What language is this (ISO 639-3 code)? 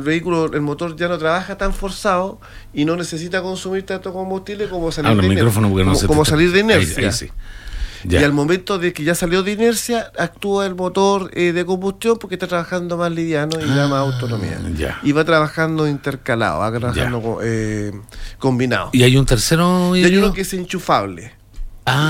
spa